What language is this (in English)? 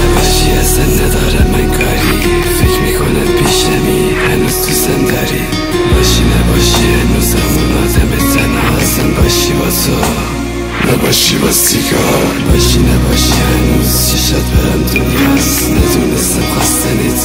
Persian